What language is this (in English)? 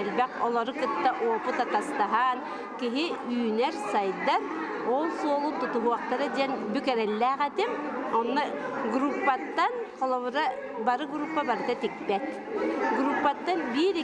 Yakut